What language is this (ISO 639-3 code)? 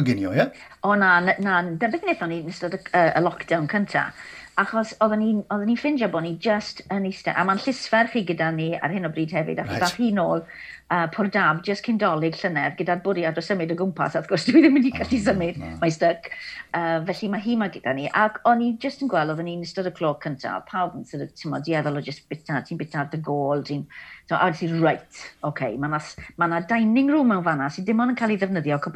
cym